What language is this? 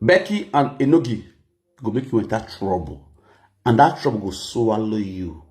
Nigerian Pidgin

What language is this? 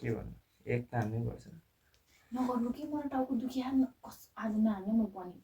Nepali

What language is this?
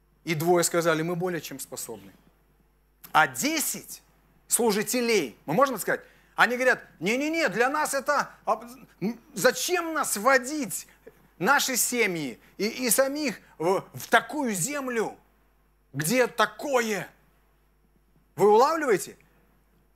Russian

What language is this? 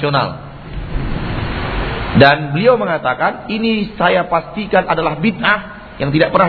Indonesian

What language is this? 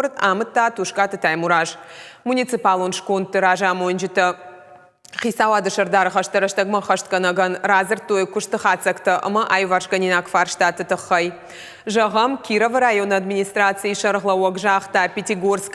Ossetic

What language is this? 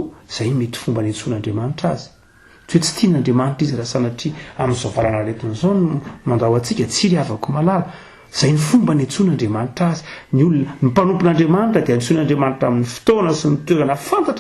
Malagasy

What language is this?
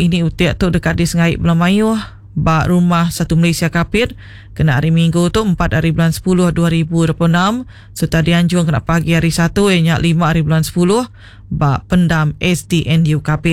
Iban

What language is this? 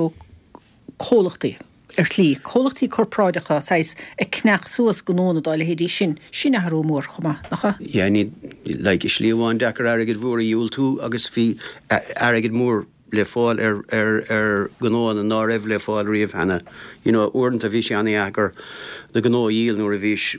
Irish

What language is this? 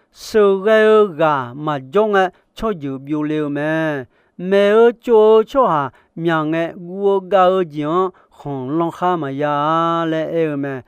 Akha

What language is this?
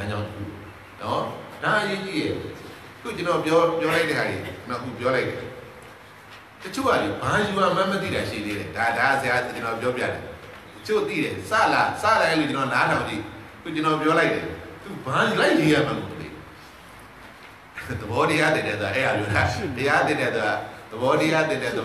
Burmese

